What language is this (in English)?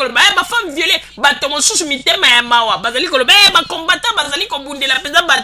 Lingala